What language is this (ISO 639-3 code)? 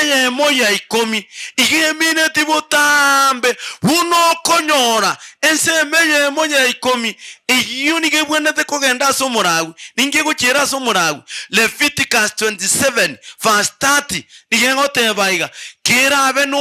guz